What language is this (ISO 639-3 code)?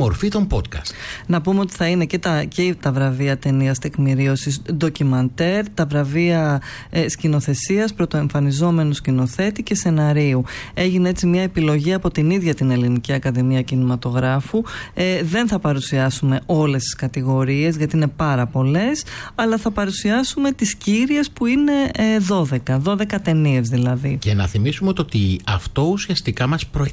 ell